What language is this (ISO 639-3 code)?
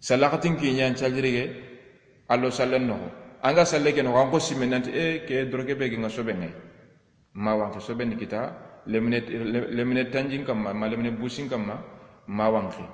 snk